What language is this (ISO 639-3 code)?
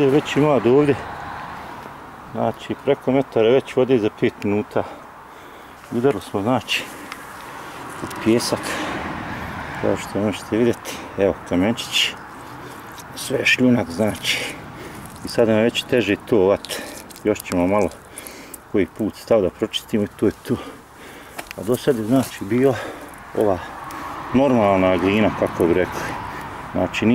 bos